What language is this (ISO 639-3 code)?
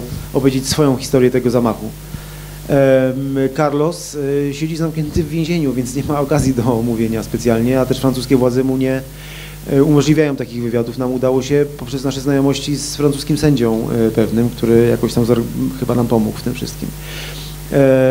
pol